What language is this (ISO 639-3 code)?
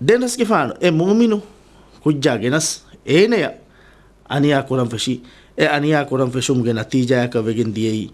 div